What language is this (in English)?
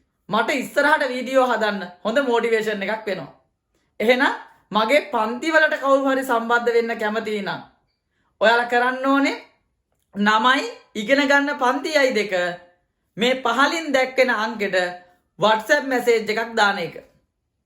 Sinhala